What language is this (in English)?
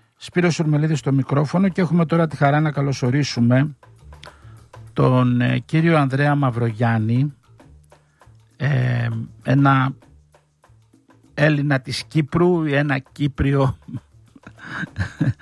Greek